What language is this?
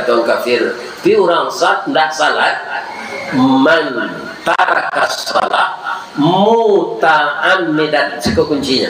Minangkabau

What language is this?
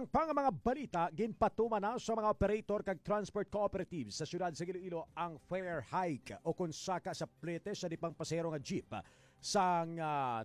Hiligaynon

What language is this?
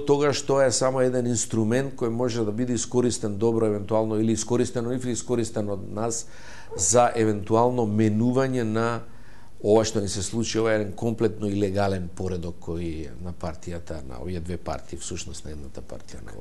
Macedonian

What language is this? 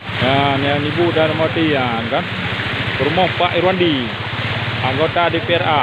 Achinese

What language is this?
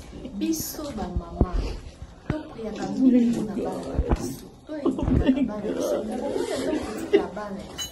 Lingala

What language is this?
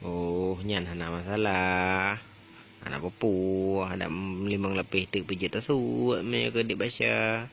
Achinese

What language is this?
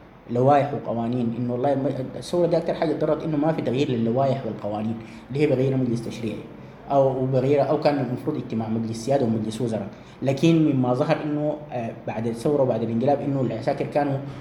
Sudanese Arabic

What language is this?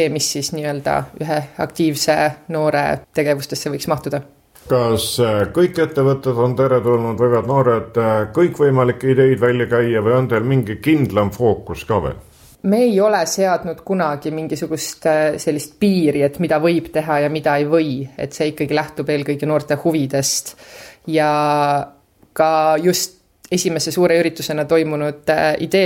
Estonian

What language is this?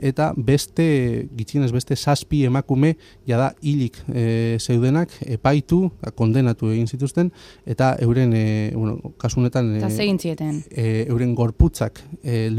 Basque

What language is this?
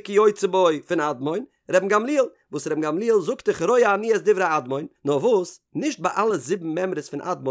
Yiddish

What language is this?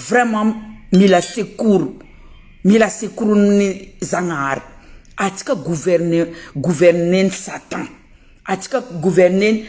Malagasy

